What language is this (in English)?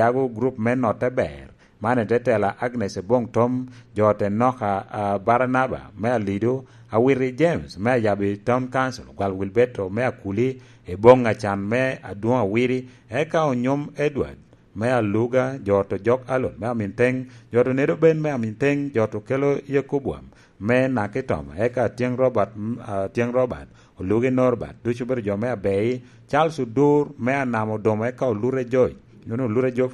Lango (Uganda)